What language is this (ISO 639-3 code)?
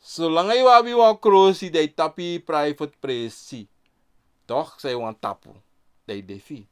srn